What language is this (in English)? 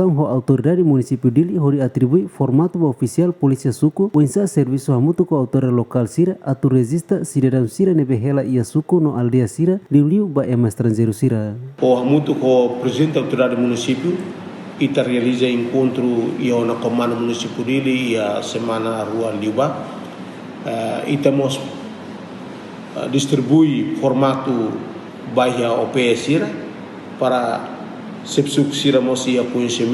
Tetum